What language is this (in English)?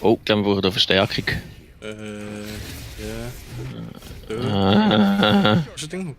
Swiss German